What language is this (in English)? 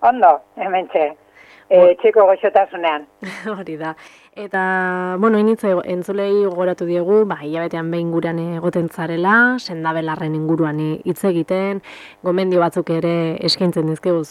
Basque